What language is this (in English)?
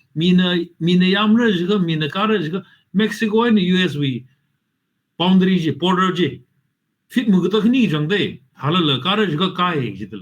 Tangkhul Naga (India)